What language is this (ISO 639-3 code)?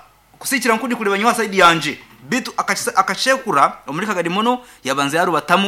nyo